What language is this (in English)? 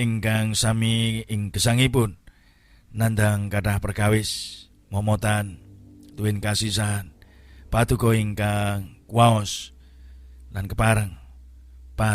Javanese